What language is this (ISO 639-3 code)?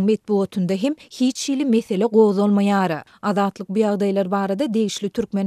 tuk